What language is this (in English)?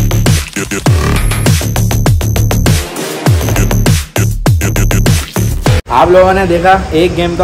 Hindi